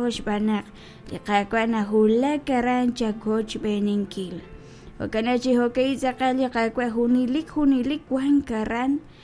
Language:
Kekchí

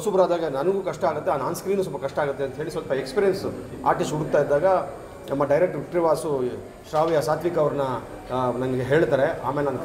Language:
Kannada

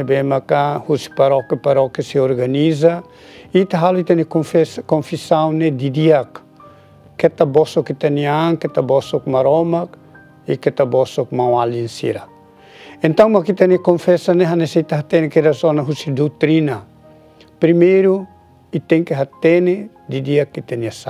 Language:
Tetum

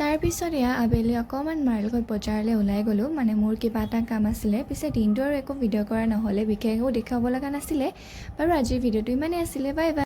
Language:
Assamese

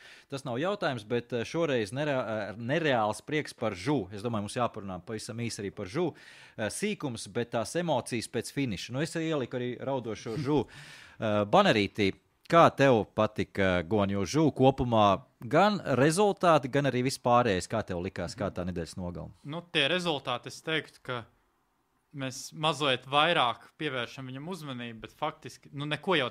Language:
Latvian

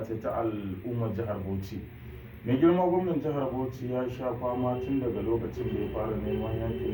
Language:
Hausa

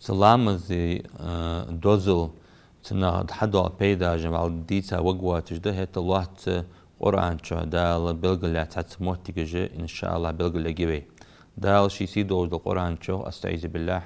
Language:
Ingush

